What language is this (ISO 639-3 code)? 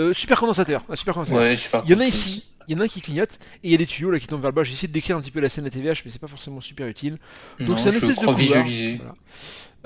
fra